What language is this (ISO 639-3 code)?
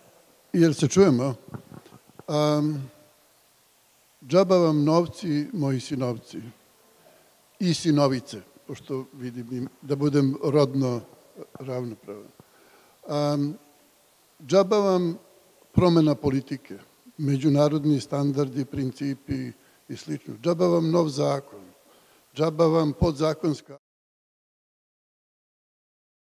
srp